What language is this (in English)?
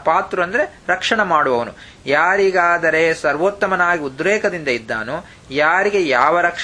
Kannada